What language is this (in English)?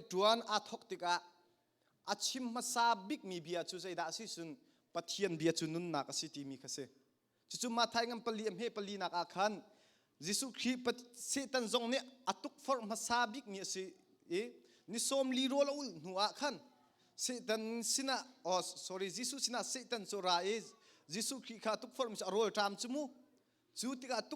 Hakha Chin